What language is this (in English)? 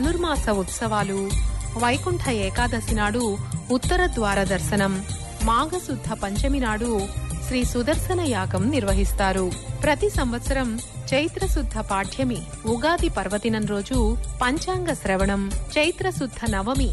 Telugu